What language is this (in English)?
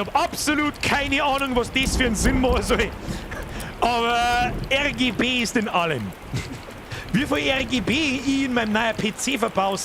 Bavarian